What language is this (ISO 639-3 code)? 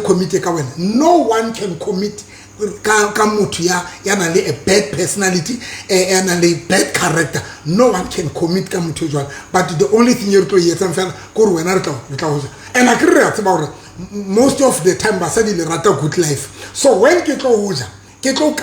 sot